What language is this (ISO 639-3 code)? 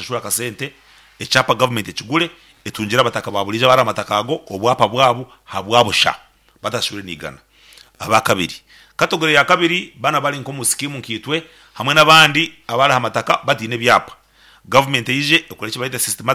nyn